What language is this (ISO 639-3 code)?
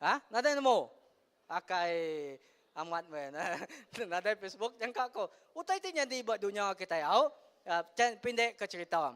iba